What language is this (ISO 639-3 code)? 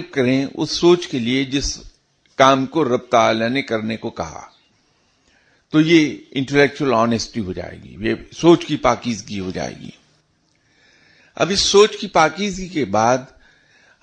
urd